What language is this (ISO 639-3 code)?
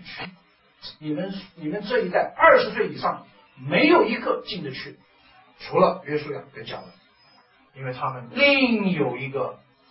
zho